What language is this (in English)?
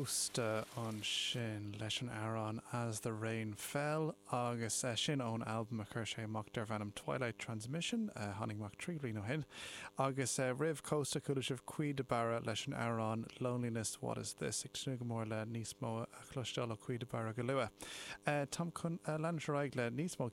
Irish